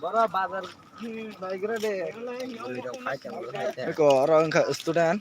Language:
Kok Borok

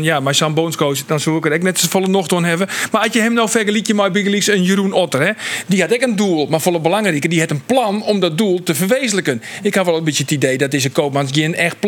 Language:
Western Frisian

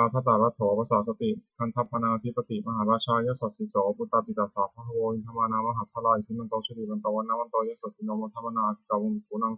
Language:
Pali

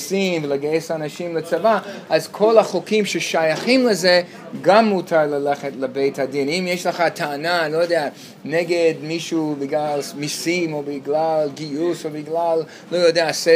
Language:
Hebrew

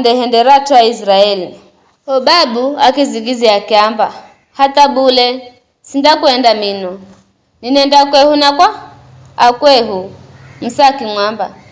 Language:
Giryama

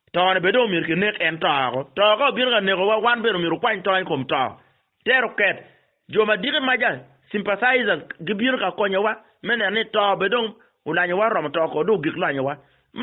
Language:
Acoli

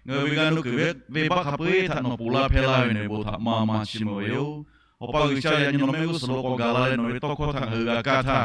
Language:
Lahu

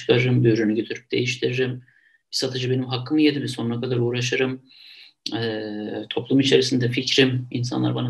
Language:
Turkish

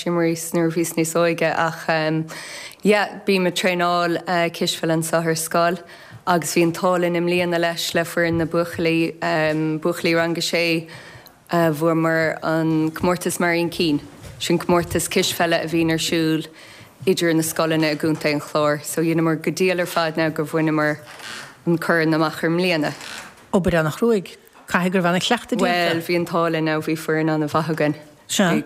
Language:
Irish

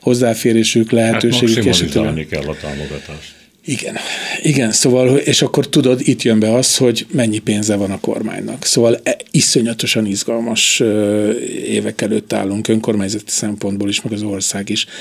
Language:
Hungarian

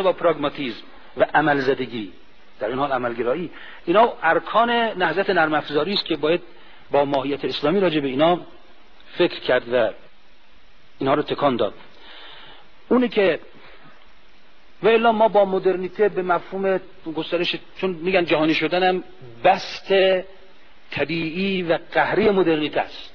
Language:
Persian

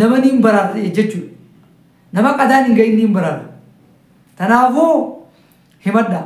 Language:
Oromo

